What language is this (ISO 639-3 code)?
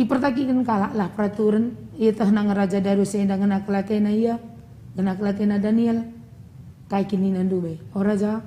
btx